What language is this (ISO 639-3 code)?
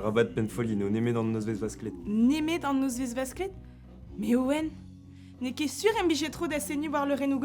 bre